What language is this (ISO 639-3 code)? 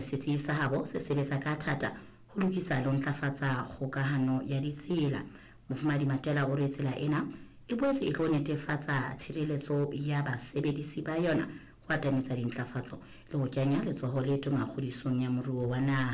sot